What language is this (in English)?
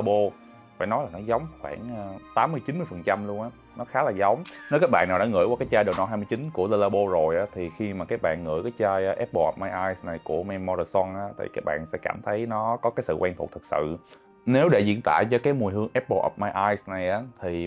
Vietnamese